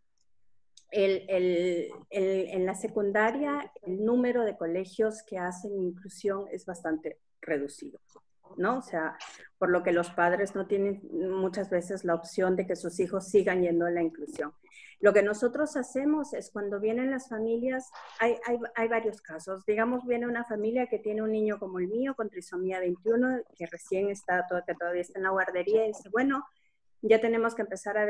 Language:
Spanish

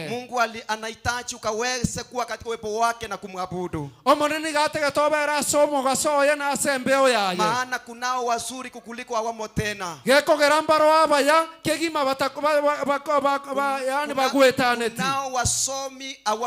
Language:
Gusii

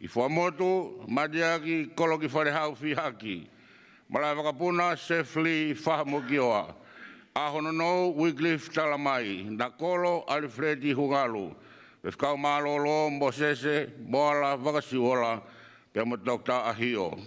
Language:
Tongan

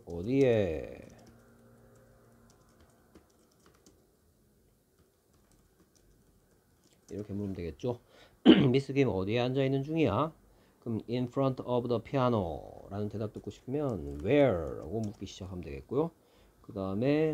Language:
Korean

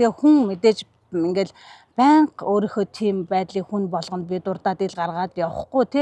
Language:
Mongolian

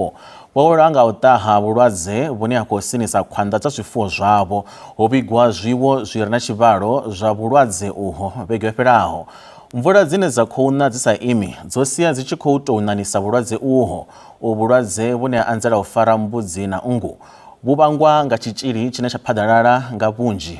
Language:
Venda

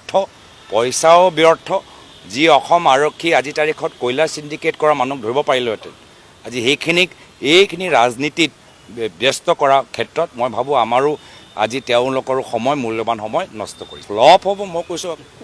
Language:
Assamese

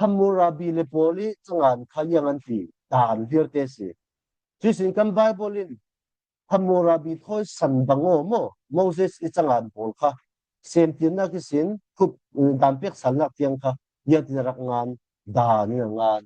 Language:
Falam Chin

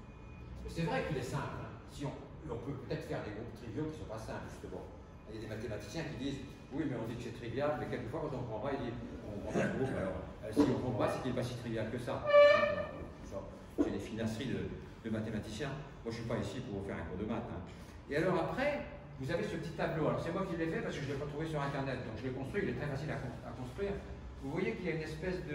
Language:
French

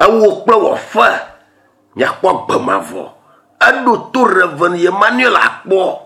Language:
Ewe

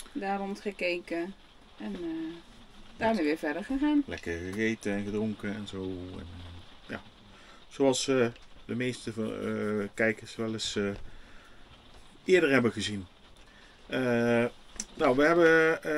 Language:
Dutch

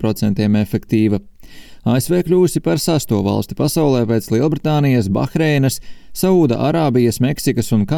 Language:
Latvian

